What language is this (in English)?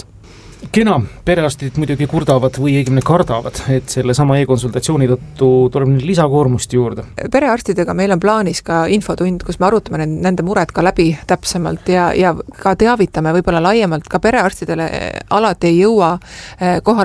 Estonian